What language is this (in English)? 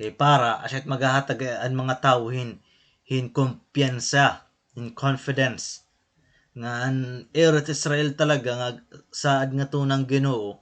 Waray